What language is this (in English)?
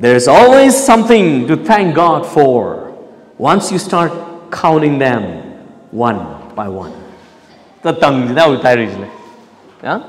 Tangkhul Naga (India)